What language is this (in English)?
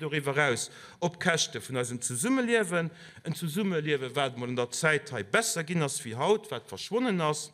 Luxembourgish